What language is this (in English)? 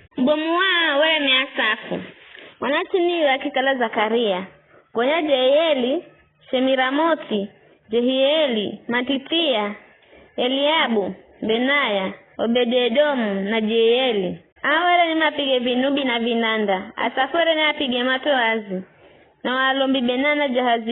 Giryama